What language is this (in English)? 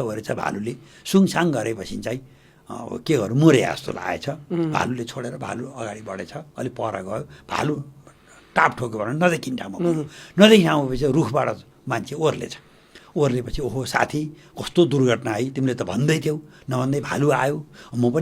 Nepali